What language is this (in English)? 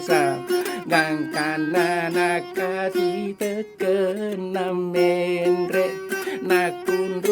Buginese